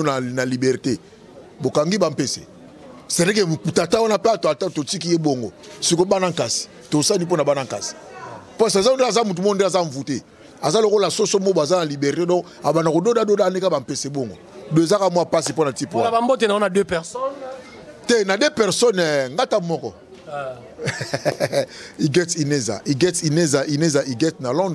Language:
Lingala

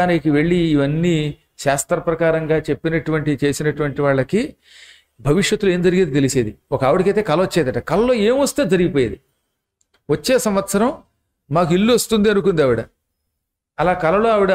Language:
Telugu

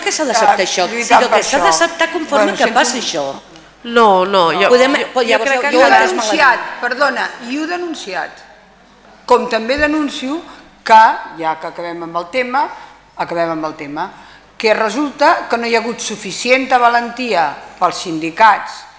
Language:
Catalan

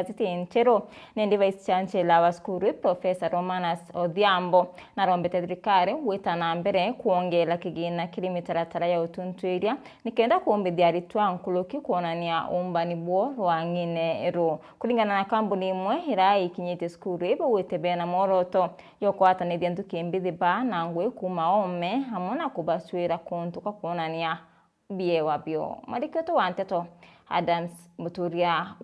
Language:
Meru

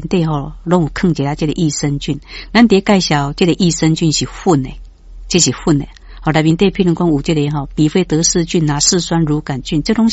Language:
Min Nan Chinese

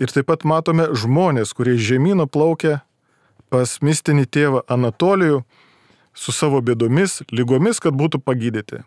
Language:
Lithuanian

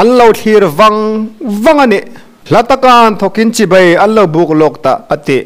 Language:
Hmar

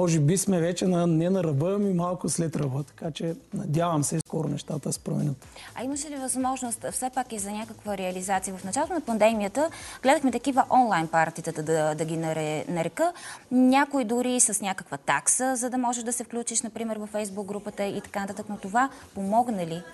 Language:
Bulgarian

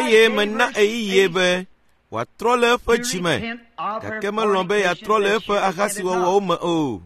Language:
Ewe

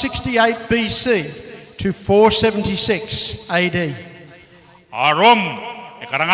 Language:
Gilbertese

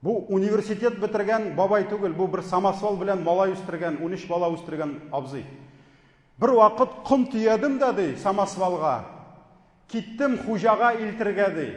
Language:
Tatar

